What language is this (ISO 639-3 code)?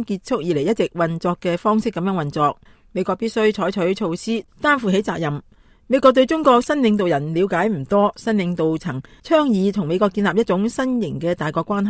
yue